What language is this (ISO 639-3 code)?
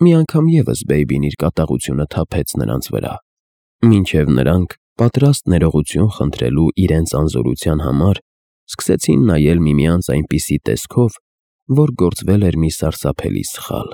hye